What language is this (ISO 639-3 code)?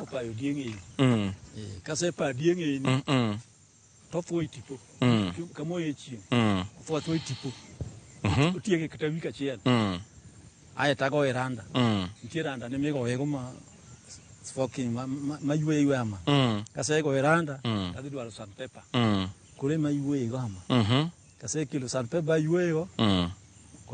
luo